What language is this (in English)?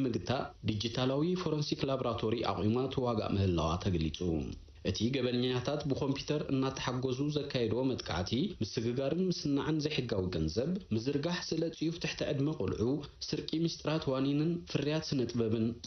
Tigrinya